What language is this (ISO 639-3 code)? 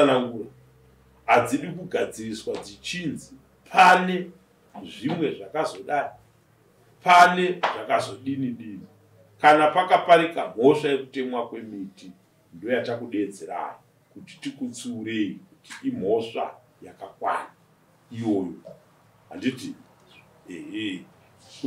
sna